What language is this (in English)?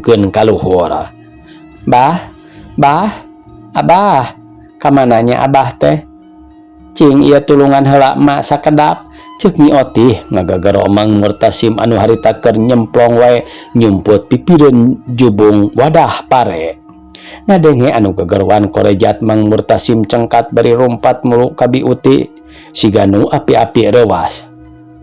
Sundanese